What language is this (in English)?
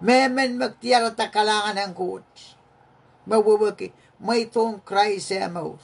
Pohnpeian